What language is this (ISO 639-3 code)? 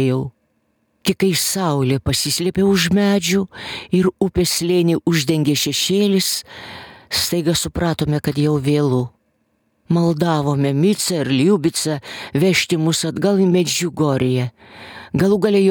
lit